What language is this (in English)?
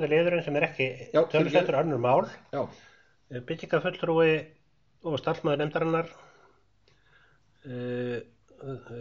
Icelandic